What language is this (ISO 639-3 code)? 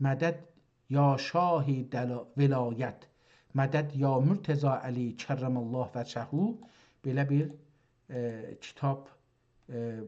azb